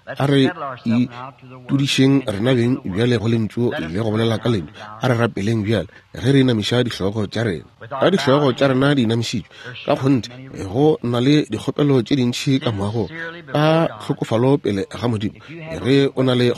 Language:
Northern Sotho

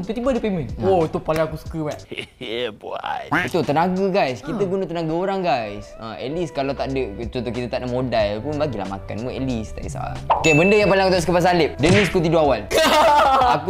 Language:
Malay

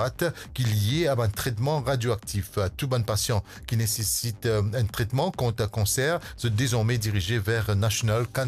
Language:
Morisyen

